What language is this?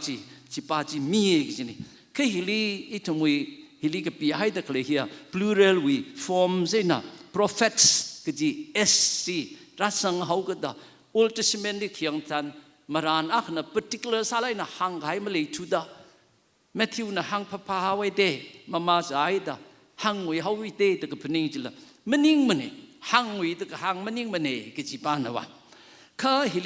Tangkhul Naga (India)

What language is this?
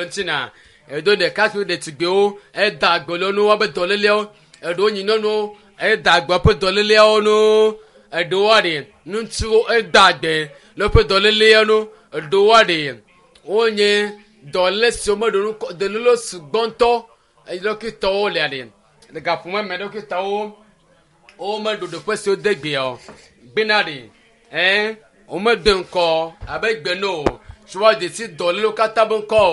Ewe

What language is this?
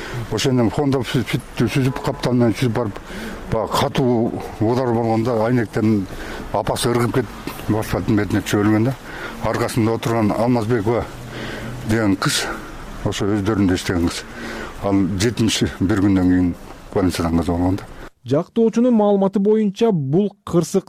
Kyrgyz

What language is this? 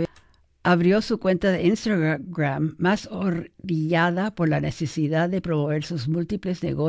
Spanish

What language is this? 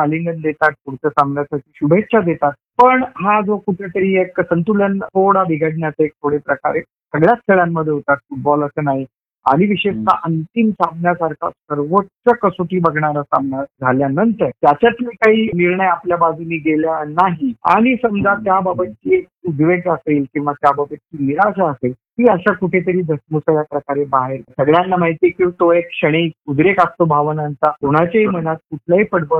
Marathi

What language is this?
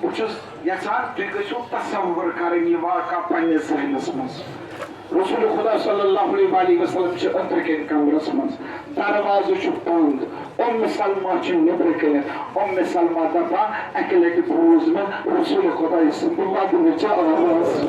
Kashmiri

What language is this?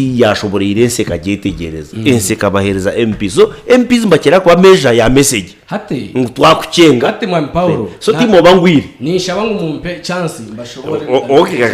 Nyankole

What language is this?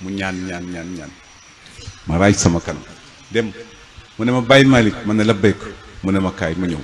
Wolof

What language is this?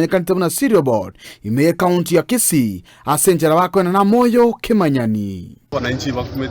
Gusii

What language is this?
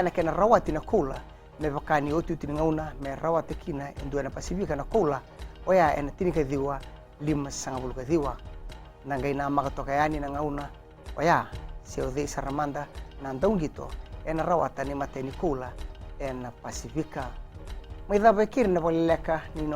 Fijian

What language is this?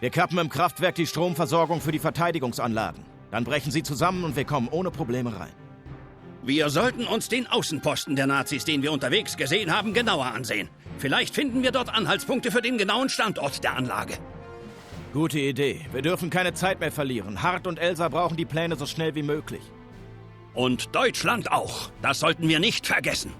Bavarian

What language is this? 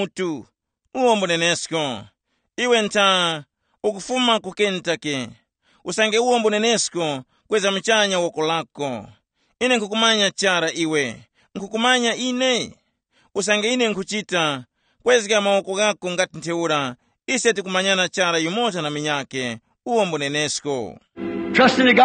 Tumbuka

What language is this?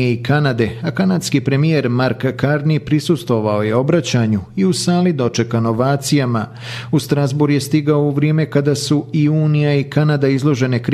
Bosnian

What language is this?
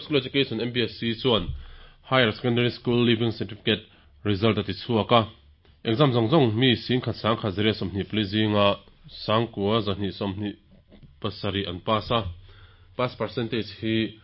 Mizo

